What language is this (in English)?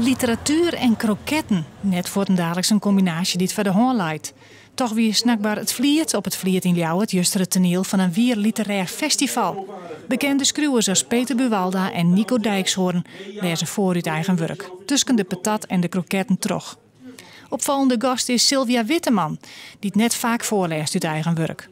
Western Frisian